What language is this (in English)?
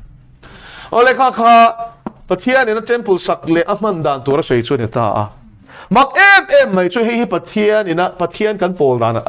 Mizo